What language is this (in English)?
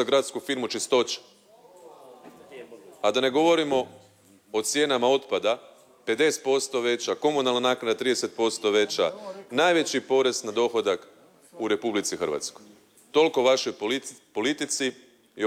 Croatian